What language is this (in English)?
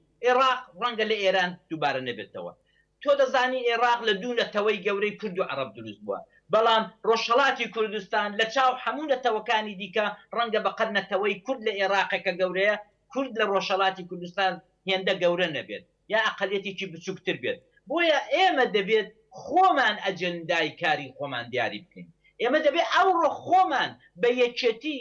Central Kurdish